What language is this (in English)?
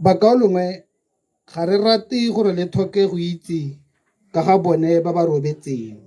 Tswana